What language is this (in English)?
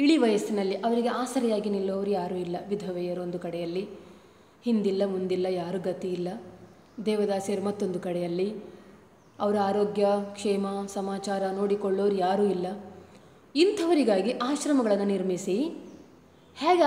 Kannada